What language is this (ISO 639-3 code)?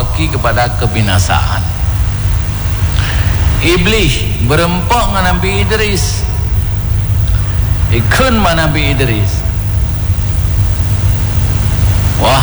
msa